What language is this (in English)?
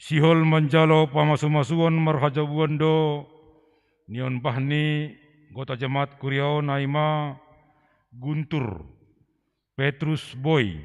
Batak Simalungun